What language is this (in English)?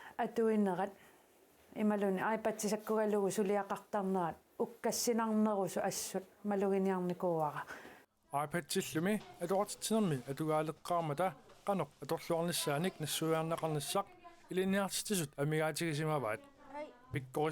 Kalaallisut